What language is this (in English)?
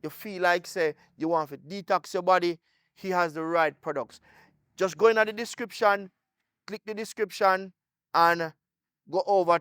Jamaican Creole English